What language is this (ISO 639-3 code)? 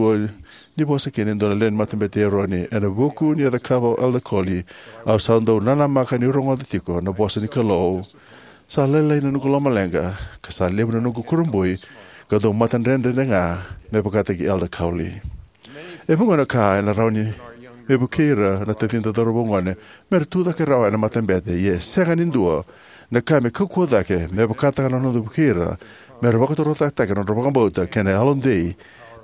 fij